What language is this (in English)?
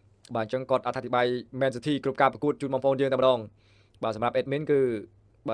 Khmer